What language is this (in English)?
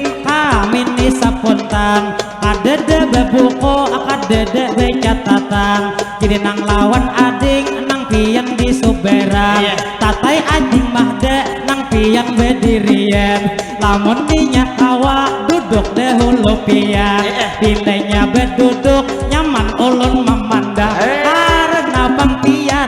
Banjar